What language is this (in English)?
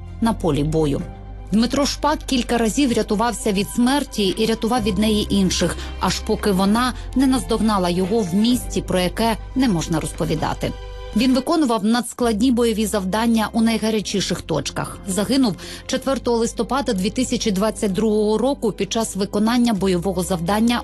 Ukrainian